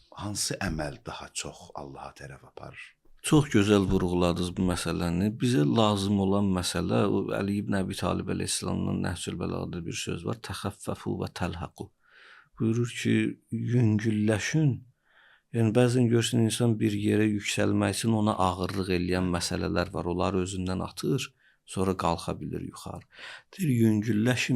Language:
Azerbaijani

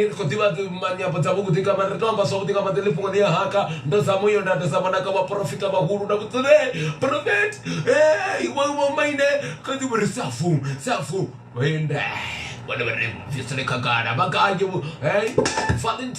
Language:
Venda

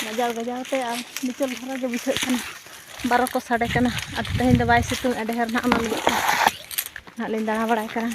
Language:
Santali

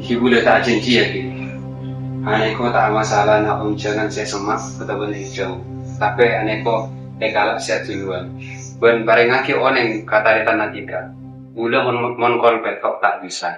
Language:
Madurese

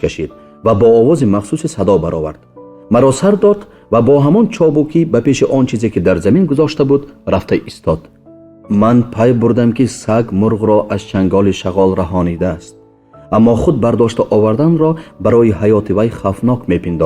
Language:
Tajik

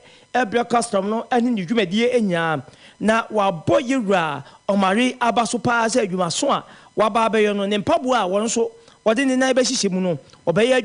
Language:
Akan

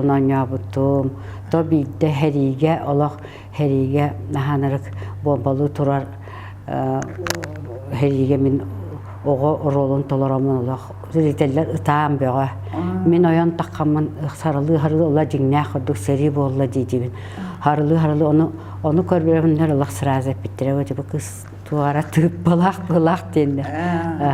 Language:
Yakut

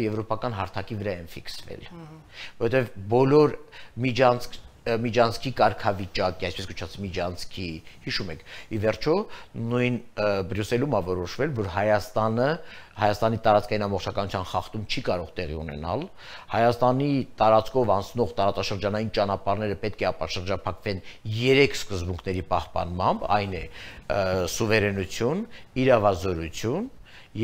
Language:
Armenian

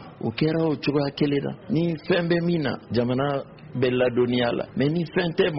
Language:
Bambara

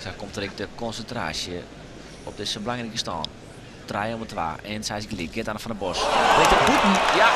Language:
Western Frisian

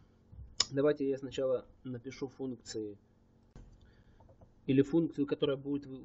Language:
Russian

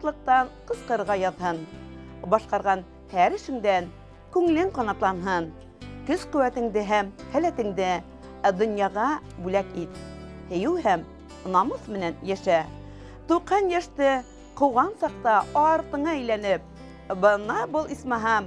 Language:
Bashkir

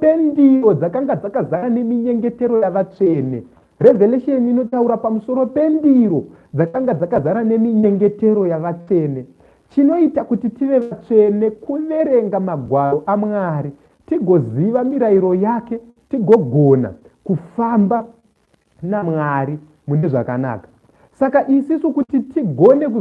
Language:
Shona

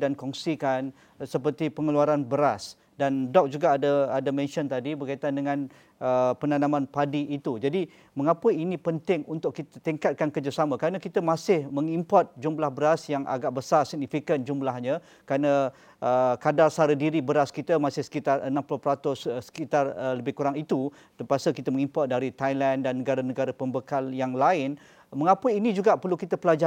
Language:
Malay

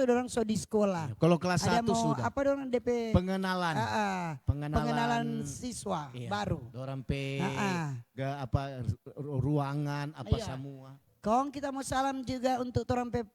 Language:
Manado Malay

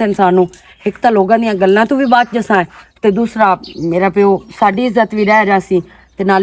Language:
Western Panjabi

